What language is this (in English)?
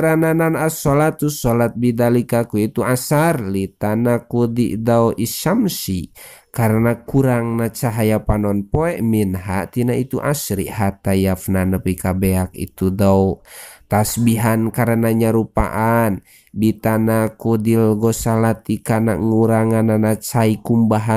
Sundanese